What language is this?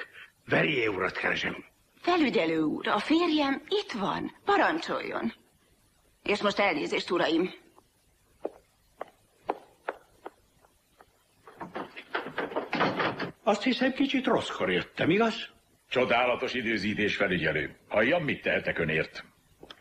Hungarian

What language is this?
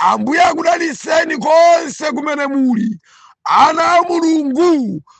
Nyanja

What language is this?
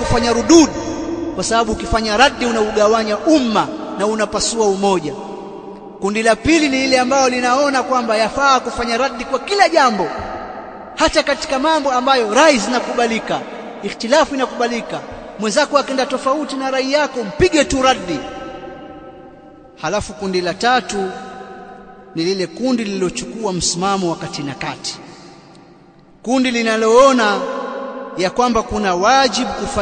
Swahili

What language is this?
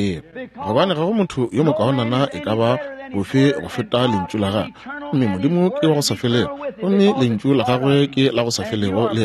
Northern Sotho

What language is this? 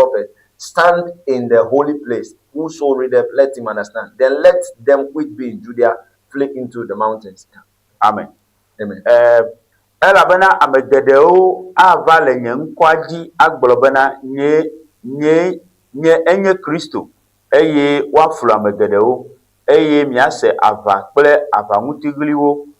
Ewe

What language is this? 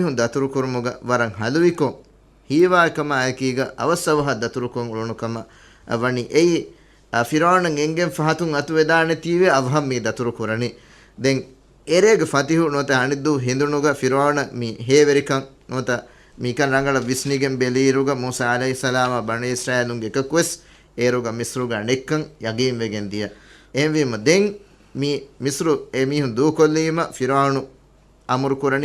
Divehi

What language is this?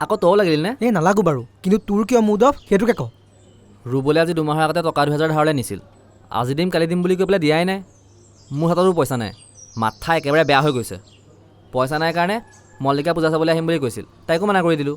Assamese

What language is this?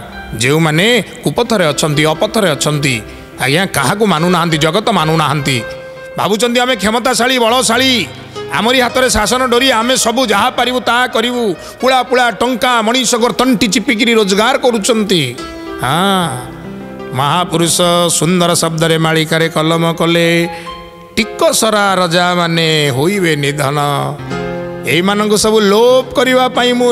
Odia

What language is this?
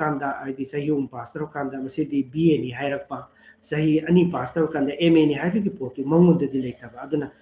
Manipuri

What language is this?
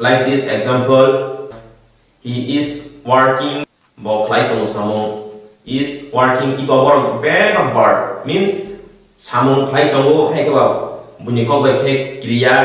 Kok Borok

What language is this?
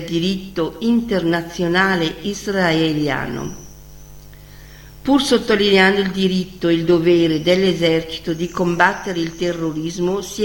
Italian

